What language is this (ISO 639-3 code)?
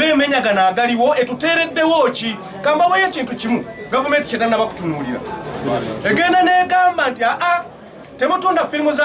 lug